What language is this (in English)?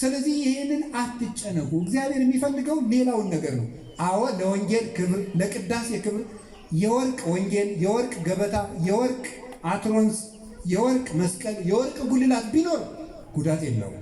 Amharic